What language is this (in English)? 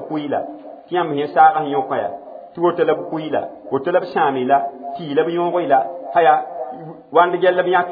Mossi